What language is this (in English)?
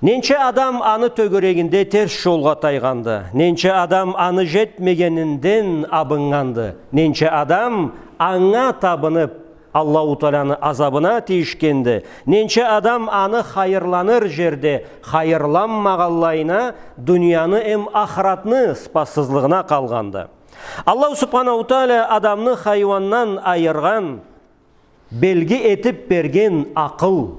Karachay-Balkar